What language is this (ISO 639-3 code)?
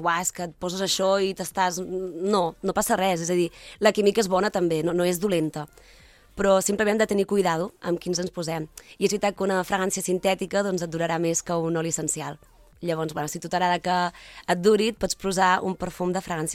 cat